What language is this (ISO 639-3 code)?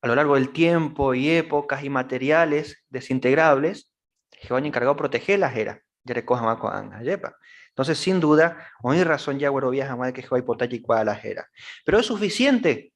grn